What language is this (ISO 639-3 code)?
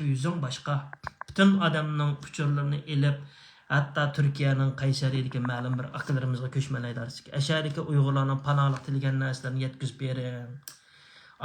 uig